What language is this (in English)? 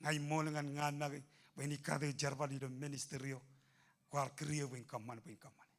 Marshallese